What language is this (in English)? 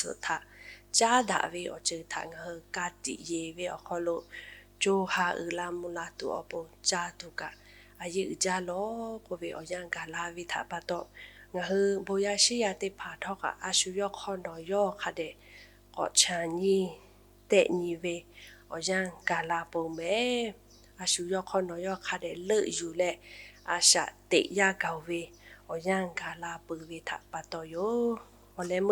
Lahu